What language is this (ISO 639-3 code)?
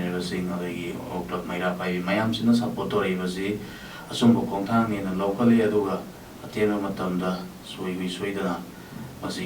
mni